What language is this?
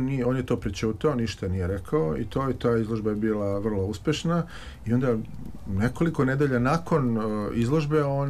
Serbian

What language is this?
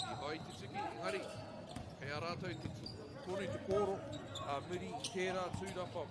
Māori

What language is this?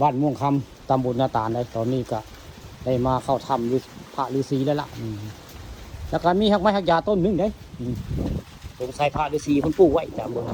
Northeastern Thai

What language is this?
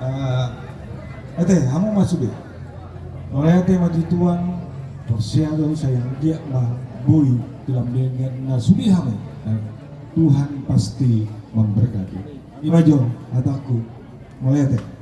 Batak Toba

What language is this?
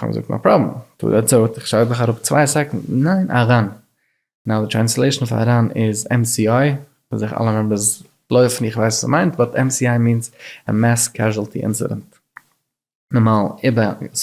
Yiddish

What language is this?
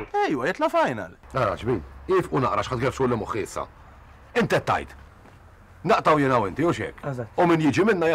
Maltese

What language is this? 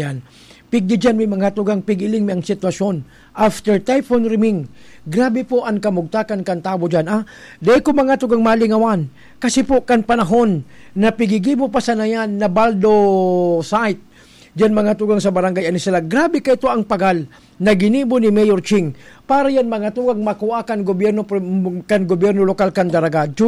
Bikol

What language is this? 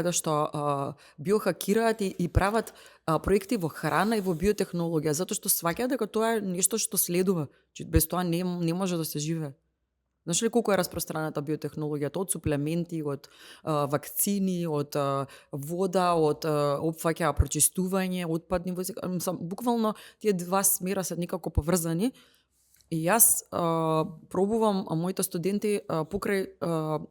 Macedonian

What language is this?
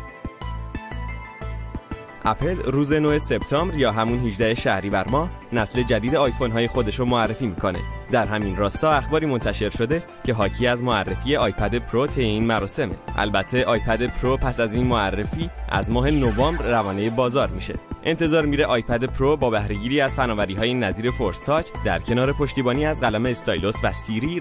Persian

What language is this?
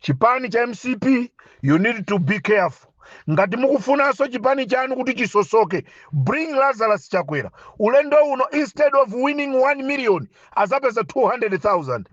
Nyanja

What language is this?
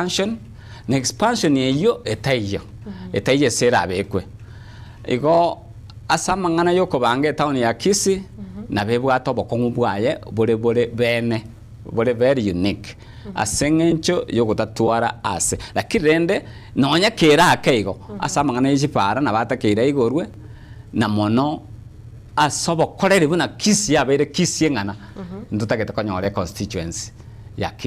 Gusii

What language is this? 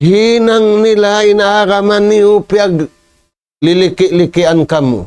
Tausug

